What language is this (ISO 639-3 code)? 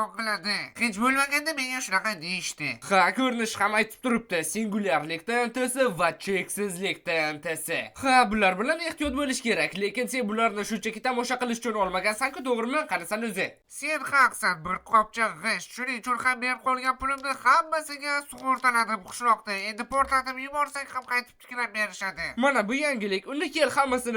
uzb